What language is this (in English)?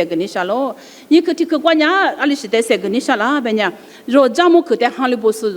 Lisu